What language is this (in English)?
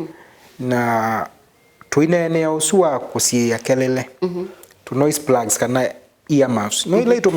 Kamba